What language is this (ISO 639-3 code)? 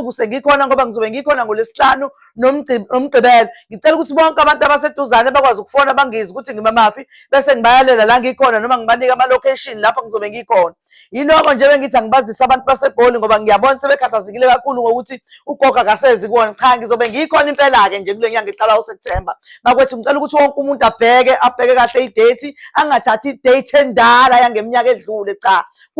zul